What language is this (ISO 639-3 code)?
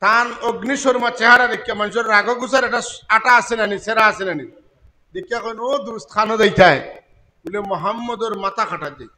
syl